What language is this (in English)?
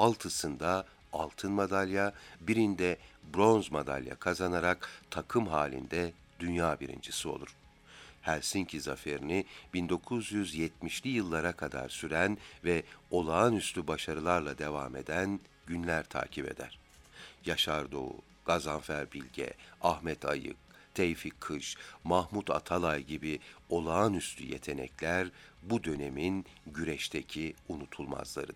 Turkish